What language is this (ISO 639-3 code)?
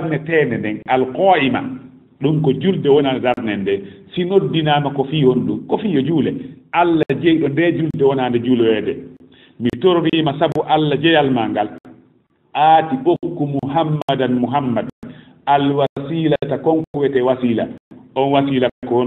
ful